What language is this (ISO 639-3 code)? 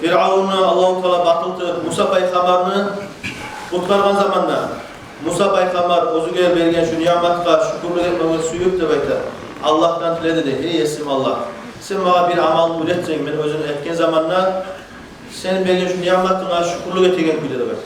kum